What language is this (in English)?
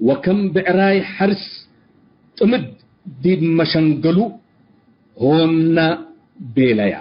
Tigre